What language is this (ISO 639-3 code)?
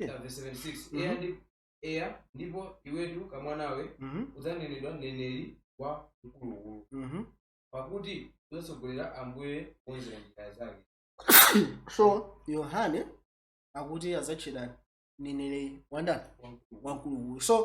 nya